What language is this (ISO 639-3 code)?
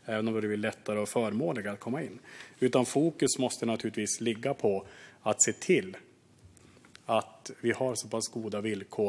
swe